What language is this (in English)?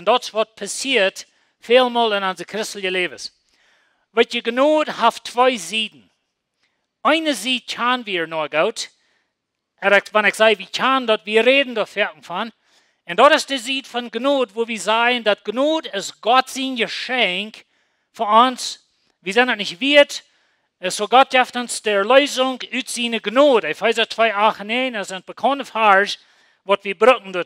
Plautdietsch